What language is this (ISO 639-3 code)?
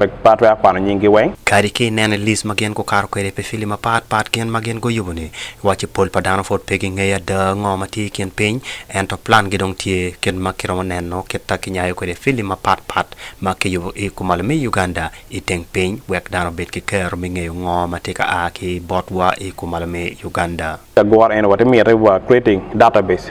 ach